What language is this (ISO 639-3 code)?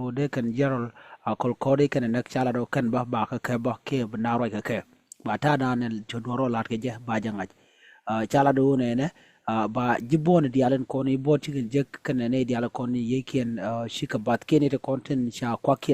nus